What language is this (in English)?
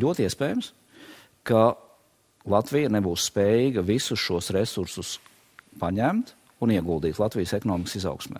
Latvian